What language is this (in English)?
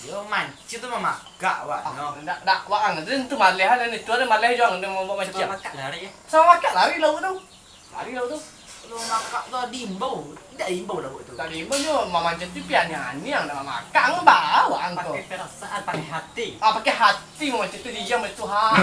Minangkabau